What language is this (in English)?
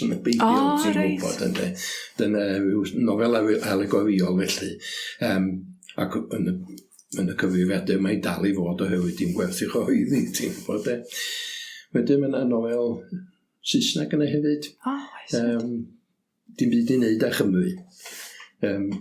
Welsh